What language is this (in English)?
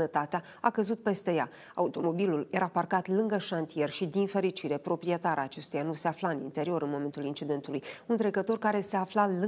Romanian